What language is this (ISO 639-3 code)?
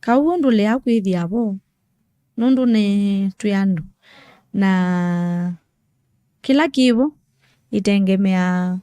kam